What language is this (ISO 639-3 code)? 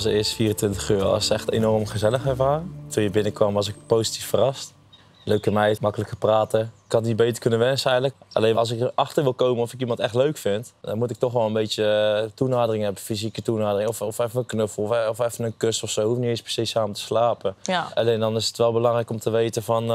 nld